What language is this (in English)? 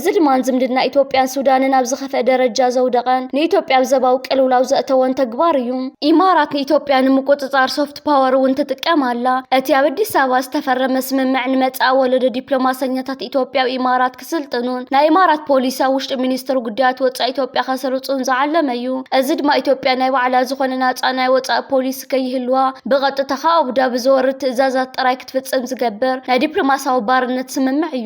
Tigrinya